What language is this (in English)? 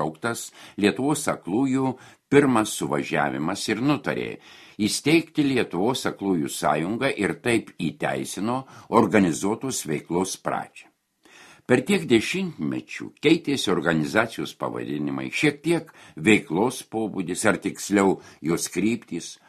Lithuanian